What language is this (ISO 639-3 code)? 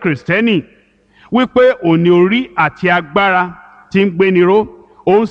yor